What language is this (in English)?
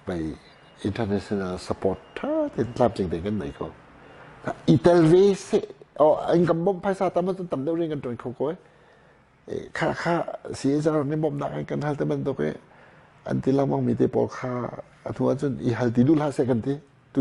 Hakha Chin